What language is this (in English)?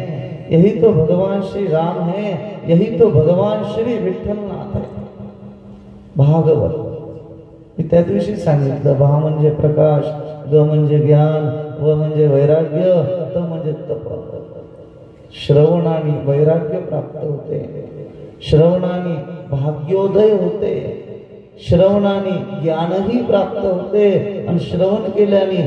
Marathi